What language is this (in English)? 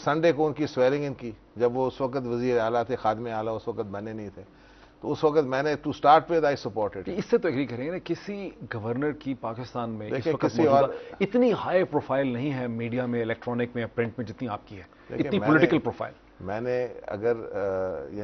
Urdu